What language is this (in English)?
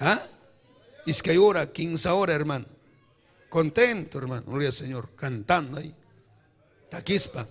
Ayacucho Quechua